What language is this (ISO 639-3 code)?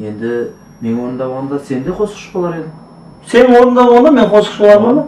kaa